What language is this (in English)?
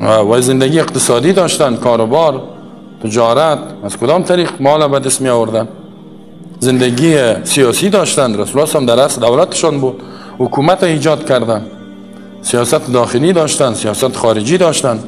Persian